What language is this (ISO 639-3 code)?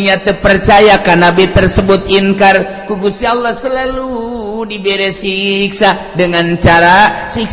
sun